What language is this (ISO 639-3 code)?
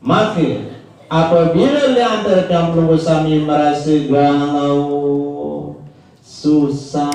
sas